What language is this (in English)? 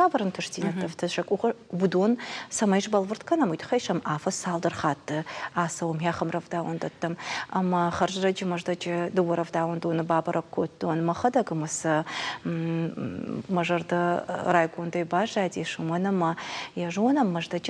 Ossetic